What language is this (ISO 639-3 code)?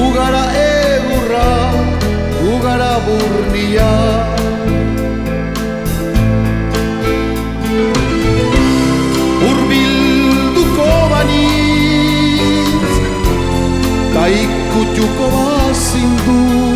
eus